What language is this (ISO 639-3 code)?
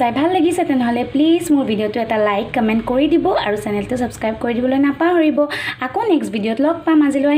asm